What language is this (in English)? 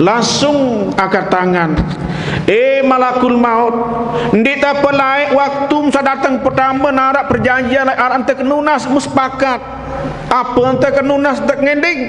Sasak